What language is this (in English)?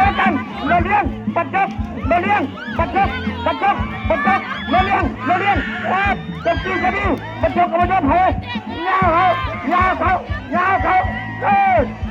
Northeastern Thai